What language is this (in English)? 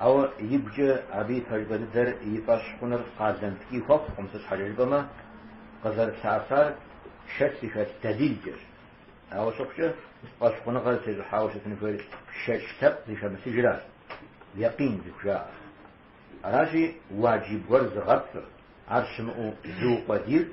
Kabardian